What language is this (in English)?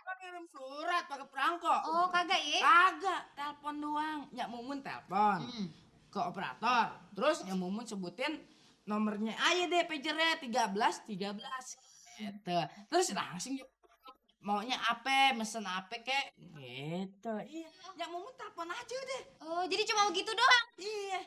Betawi